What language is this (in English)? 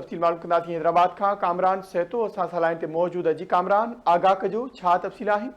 Sindhi